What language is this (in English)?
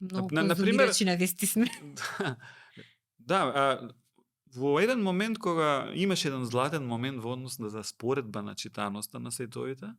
Macedonian